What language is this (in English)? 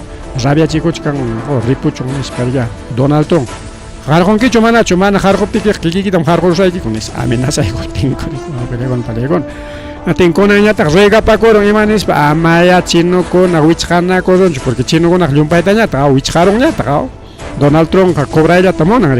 Ayacucho Quechua